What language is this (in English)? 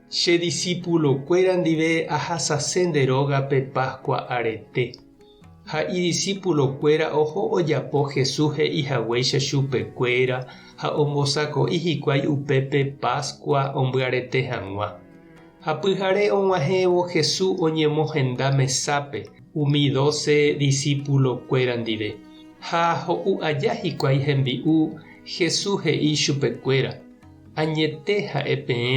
Guarani